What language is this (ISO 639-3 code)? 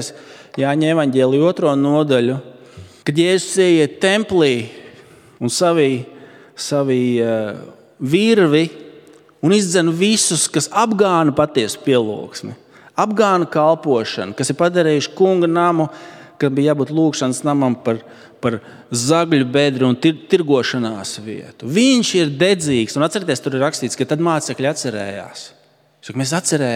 lav